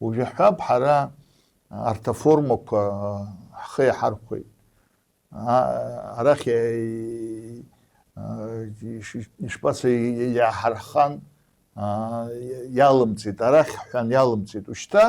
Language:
Abkhazian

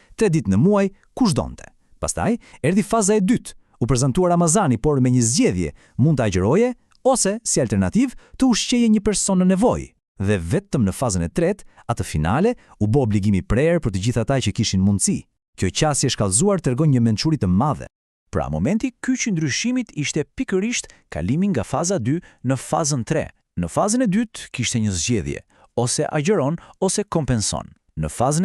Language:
Albanian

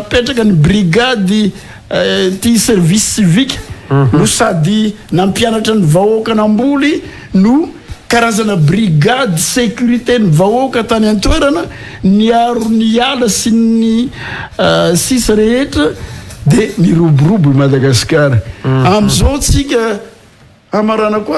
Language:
Malagasy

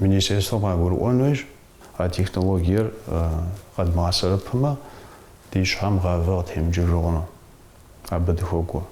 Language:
Kabardian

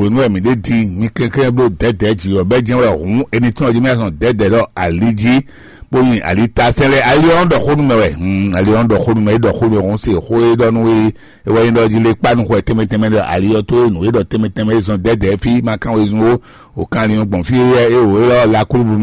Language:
Fon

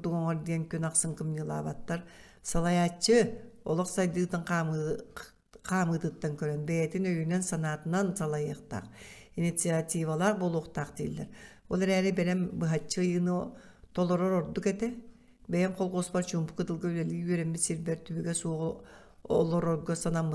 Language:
Yakut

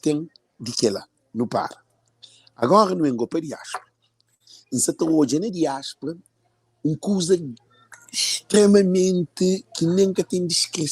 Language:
Kabuverdianu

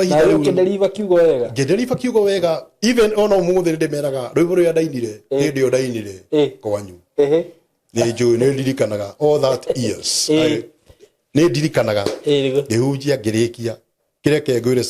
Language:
Kikuyu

